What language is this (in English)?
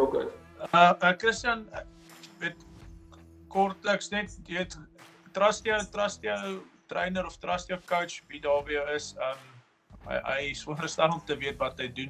Afrikaans